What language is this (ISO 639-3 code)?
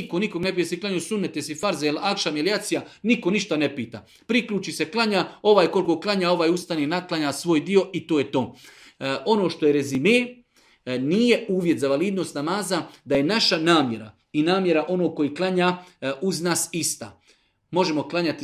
bos